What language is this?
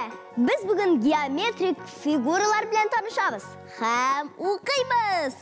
Tatar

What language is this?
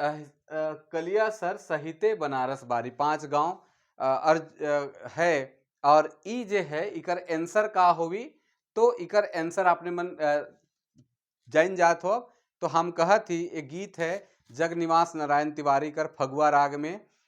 Sadri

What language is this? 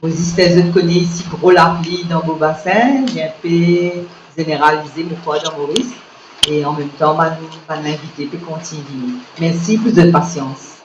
Morisyen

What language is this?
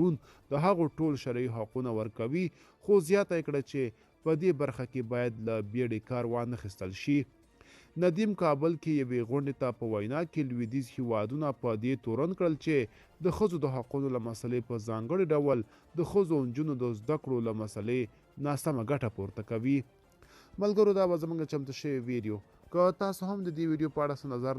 Pashto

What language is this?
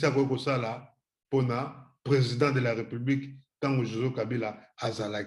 Lingala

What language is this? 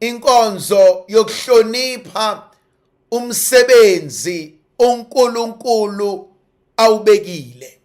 Zulu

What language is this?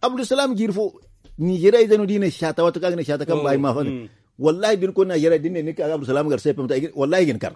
Zarma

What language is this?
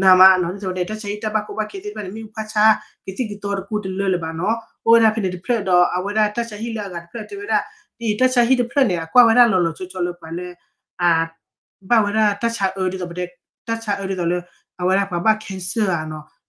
S'gaw Karen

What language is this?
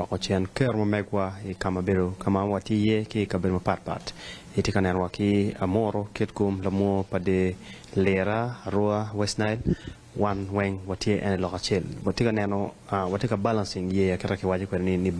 Acoli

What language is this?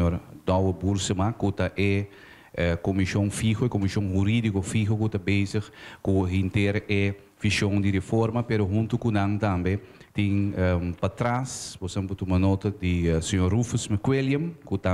Papiamento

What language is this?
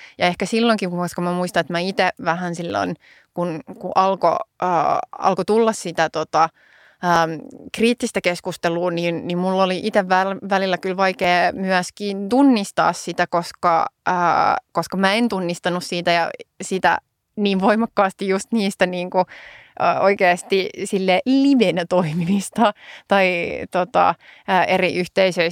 Finnish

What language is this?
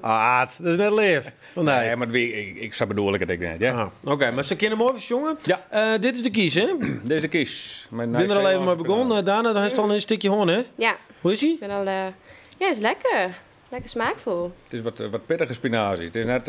Western Frisian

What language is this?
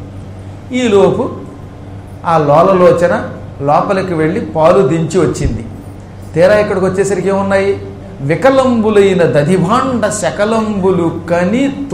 Telugu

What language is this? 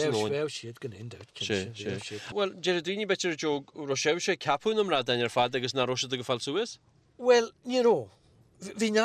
Irish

